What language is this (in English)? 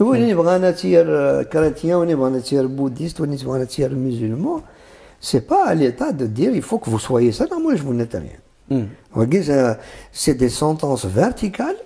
Kabyle